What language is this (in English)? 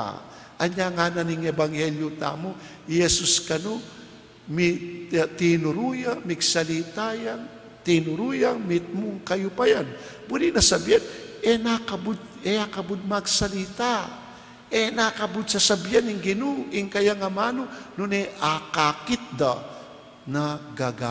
Pampanga